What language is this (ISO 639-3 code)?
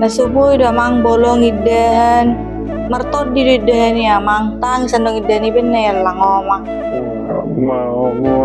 bbc